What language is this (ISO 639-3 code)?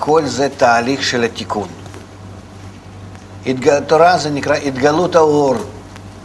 heb